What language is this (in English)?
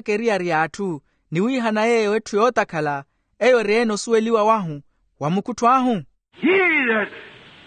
Makhuwa